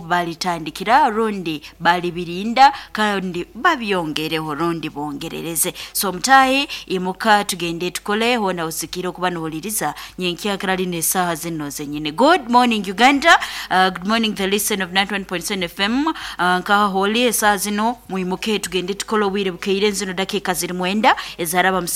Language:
Nyankole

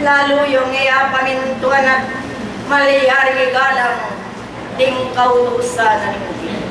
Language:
Pampanga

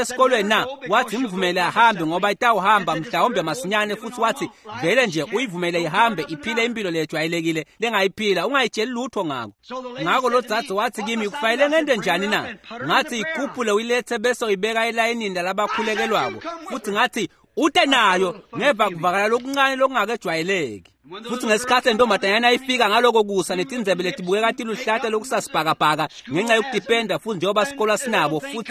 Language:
Swati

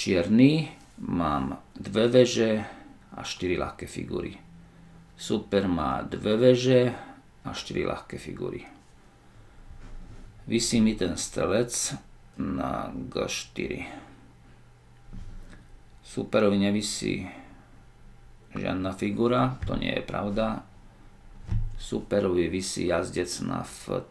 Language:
Slovak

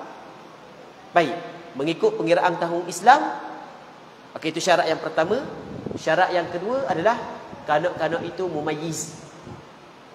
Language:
Malay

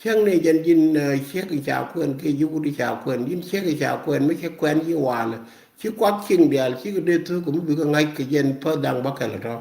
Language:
Nuer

